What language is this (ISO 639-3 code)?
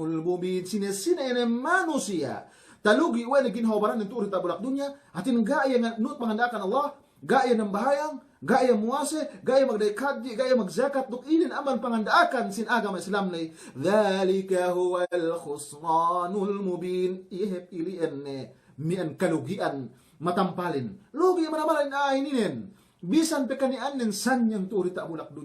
yka